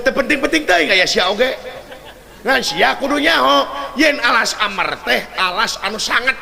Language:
Sundanese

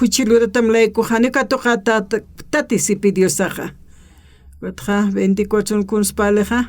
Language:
Aymara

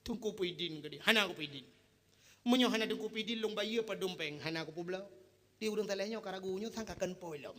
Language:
Achinese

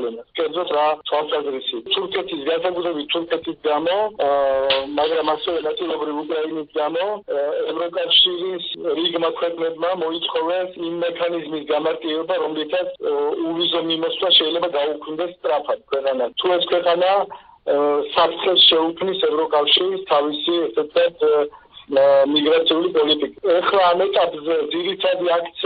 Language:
Georgian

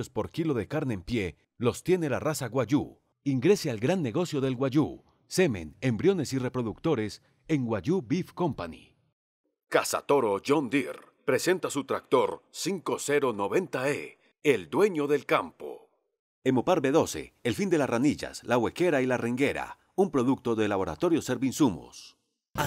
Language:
Spanish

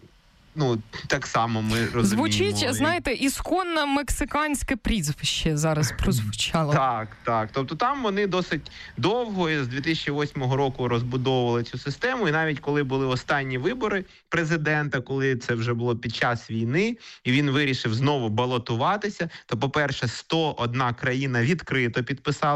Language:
Ukrainian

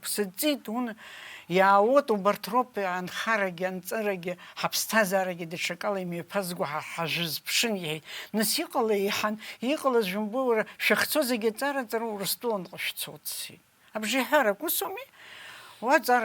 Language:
Abkhazian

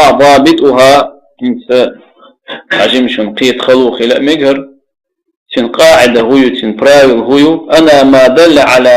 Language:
Chechen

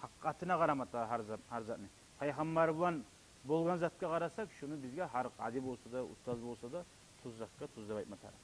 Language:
Kumyk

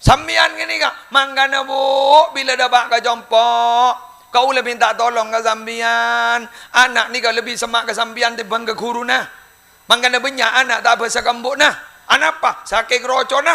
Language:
Madurese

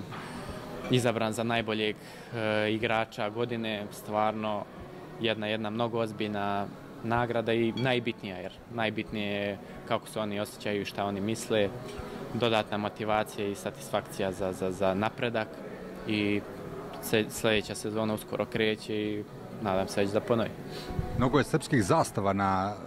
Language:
Serbian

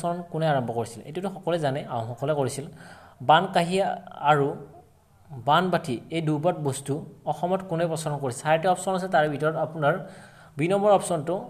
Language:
Assamese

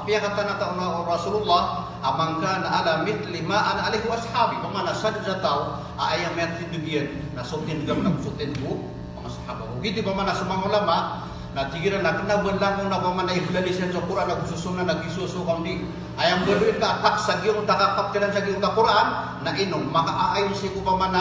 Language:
Maranao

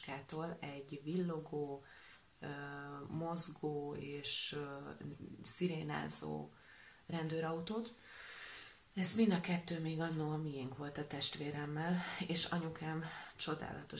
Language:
Hungarian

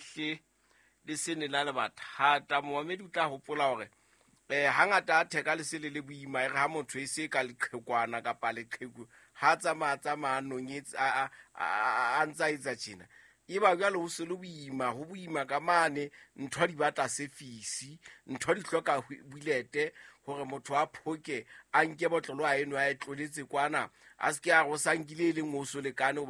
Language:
Southern Sotho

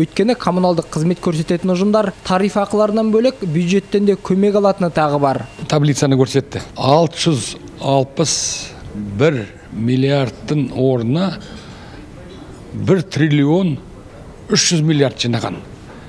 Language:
Kazakh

